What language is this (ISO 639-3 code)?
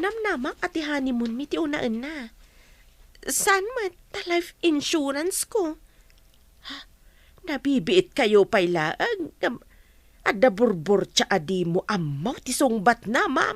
ilo